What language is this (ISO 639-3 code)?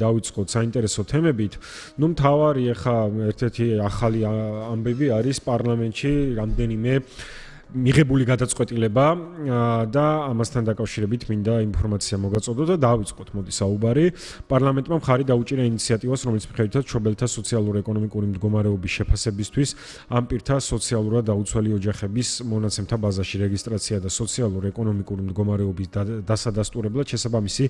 kat